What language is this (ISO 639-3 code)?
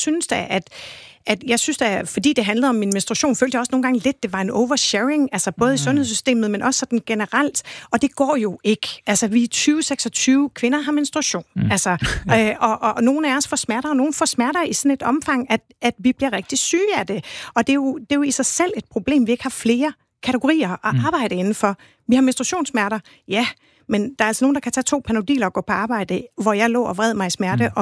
dan